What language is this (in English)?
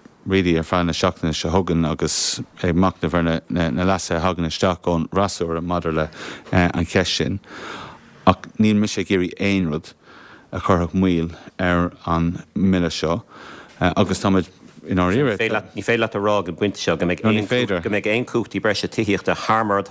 Irish